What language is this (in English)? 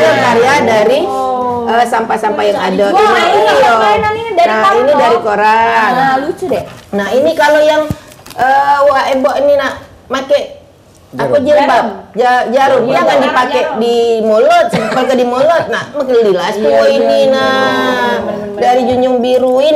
Musi